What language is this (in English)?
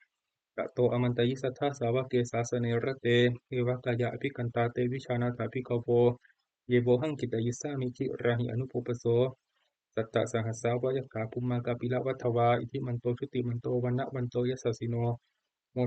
Pali